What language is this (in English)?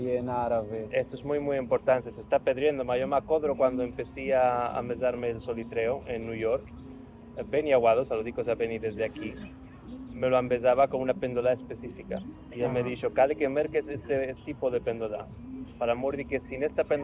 Ladino